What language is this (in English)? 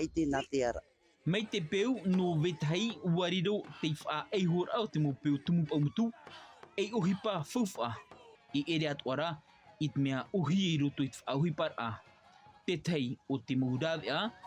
Tahitian